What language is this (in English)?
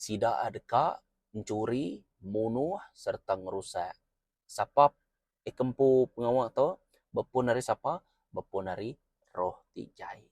Iban